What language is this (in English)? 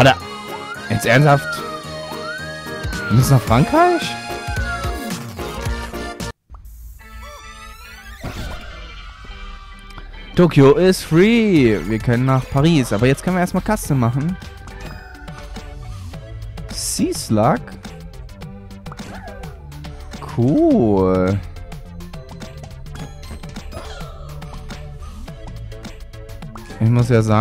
German